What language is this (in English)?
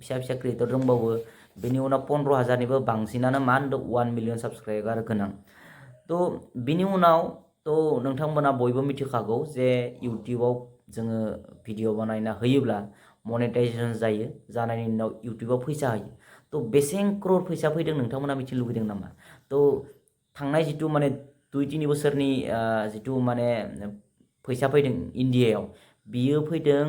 Bodo